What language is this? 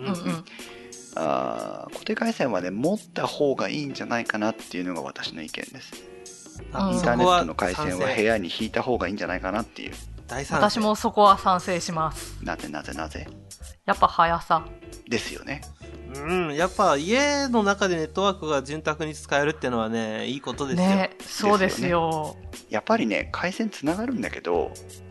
Japanese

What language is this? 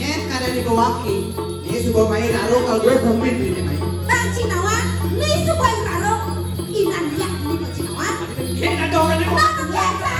Balinese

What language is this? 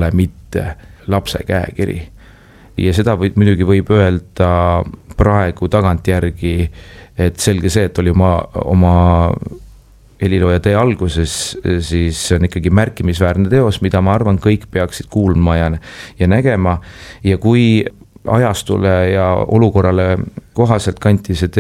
Estonian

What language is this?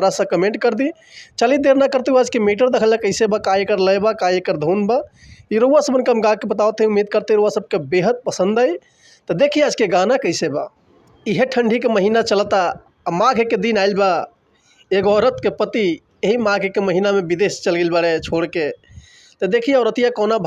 Bhojpuri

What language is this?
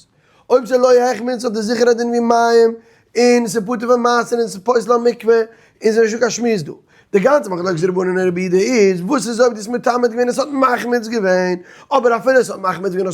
Yiddish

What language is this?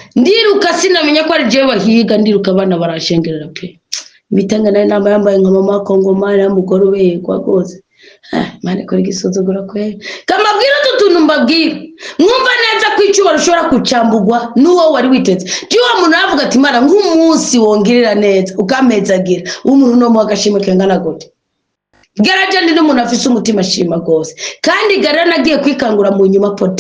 Rundi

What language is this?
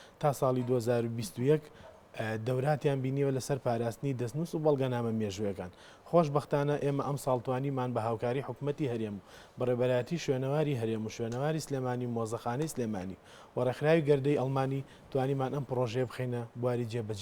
Central Kurdish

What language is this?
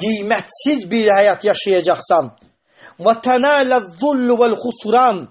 Azerbaijani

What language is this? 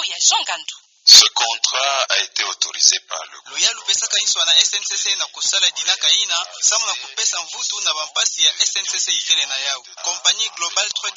Kituba (Democratic Republic of Congo)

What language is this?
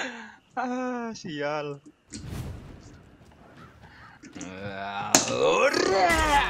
Indonesian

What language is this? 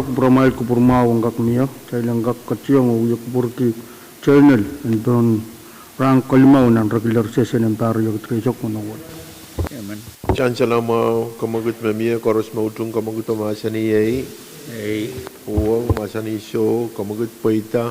Pohnpeian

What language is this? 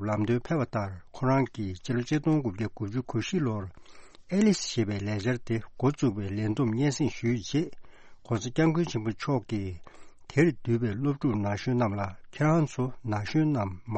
Tibetan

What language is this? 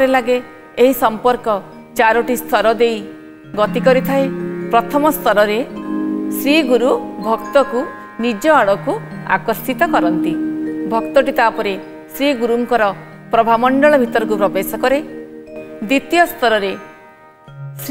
Odia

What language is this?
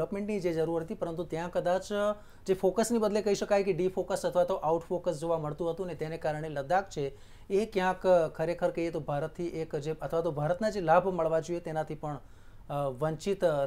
Gujarati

